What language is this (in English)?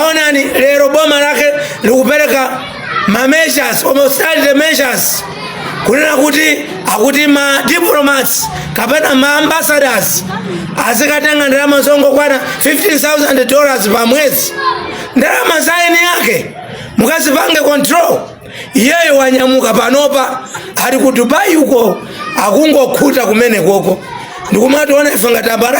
Nyanja